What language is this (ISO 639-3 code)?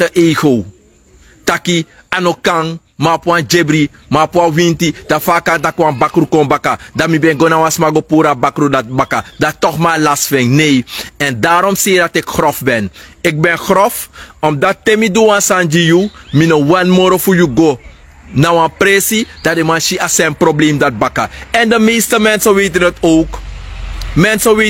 srn